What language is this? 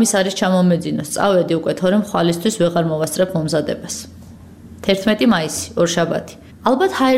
Georgian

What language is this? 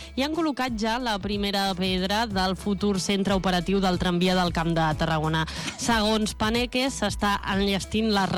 Catalan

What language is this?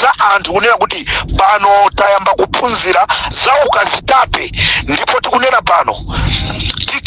Nyanja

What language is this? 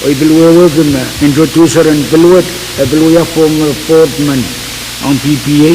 Pohnpeian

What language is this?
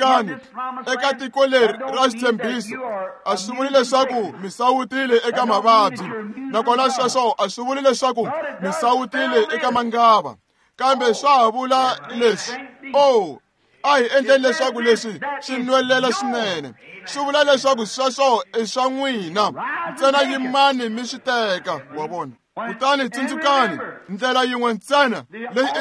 Tsonga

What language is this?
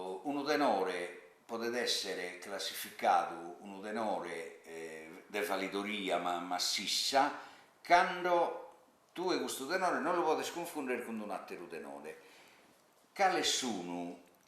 Sardinian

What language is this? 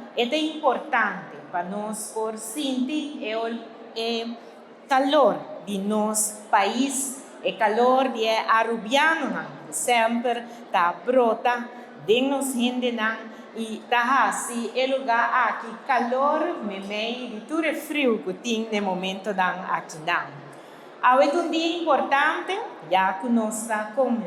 Papiamento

